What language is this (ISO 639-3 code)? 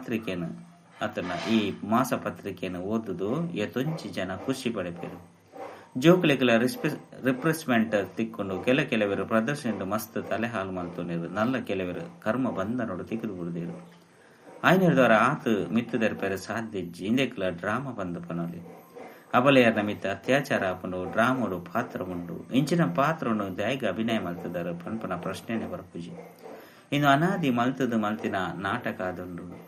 tcy